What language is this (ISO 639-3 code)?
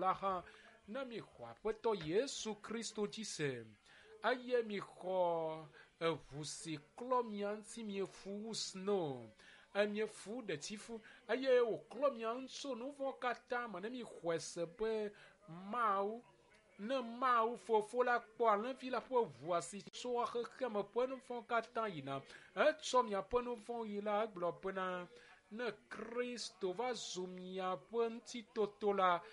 ewe